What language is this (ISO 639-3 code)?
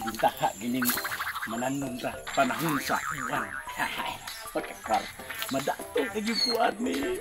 ceb